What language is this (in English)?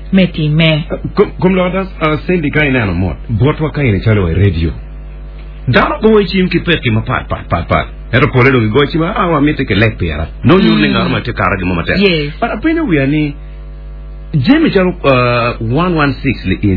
Acoli